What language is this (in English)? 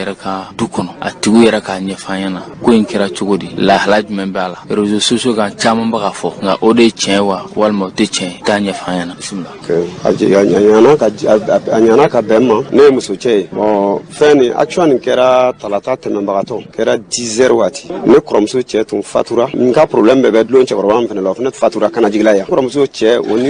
Bambara